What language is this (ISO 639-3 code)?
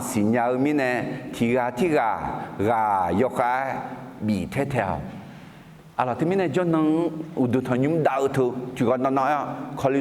ahk